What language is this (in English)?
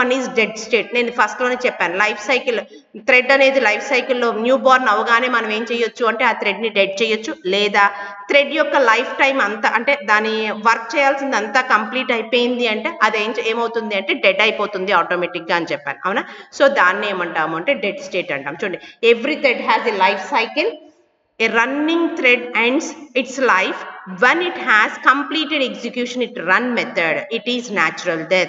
Telugu